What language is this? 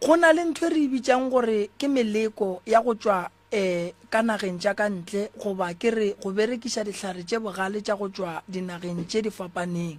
Northern Sotho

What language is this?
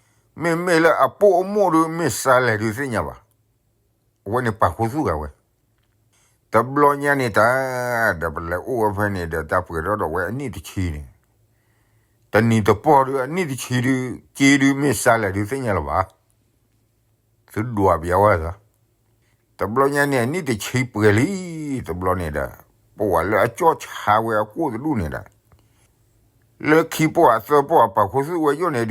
S'gaw Karen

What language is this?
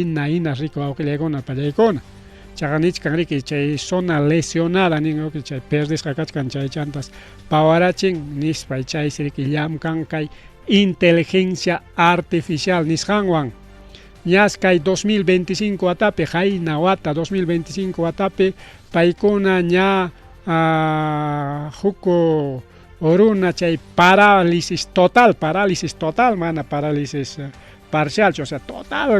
Ayacucho Quechua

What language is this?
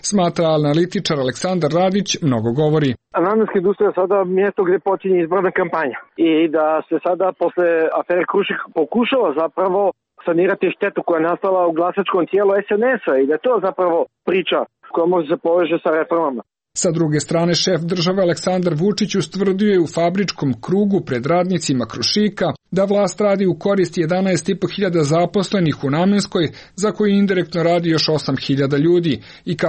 Serbian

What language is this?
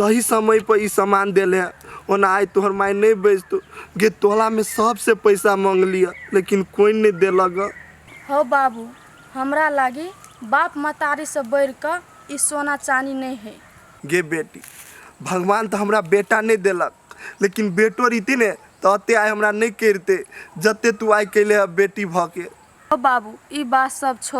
Maithili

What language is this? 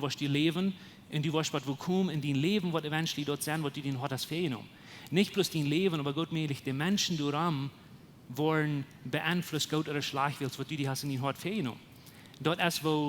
Plautdietsch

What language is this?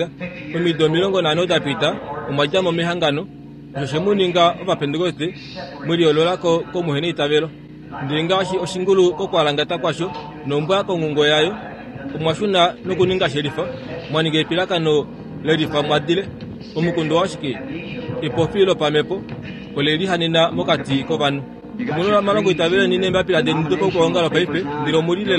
Kuanyama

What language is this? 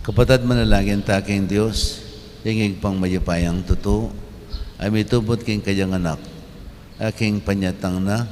Pampanga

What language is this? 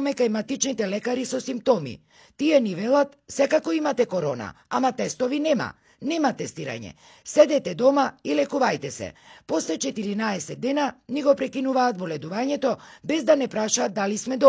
Macedonian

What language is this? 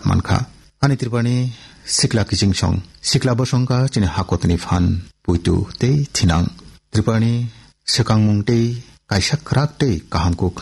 Kok Borok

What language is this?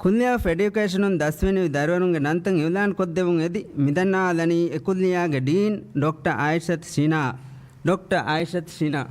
Divehi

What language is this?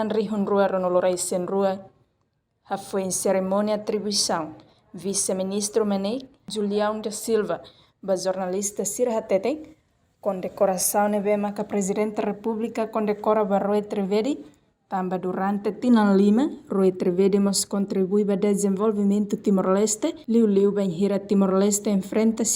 Tetum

